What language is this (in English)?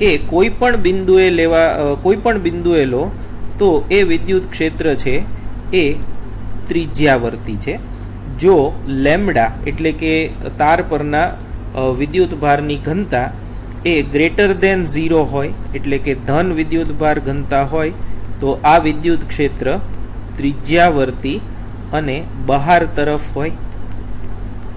Gujarati